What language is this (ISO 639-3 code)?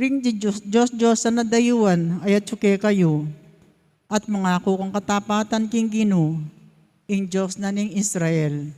pam